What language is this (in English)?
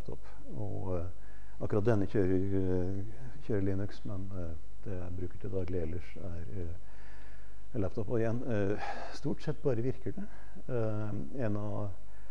Norwegian